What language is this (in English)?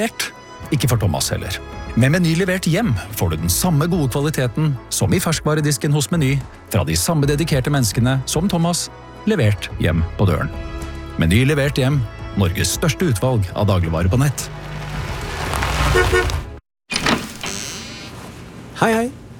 Norwegian